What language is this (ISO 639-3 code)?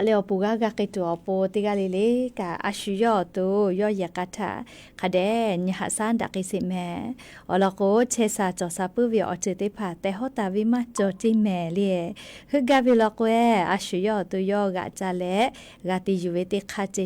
lhu